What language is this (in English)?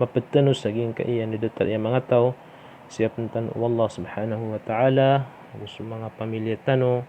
Maranao